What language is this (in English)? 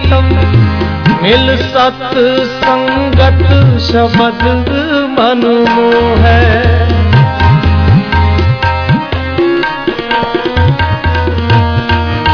Punjabi